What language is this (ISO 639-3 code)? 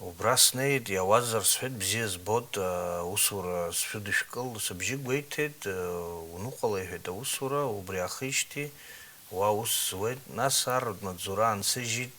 abk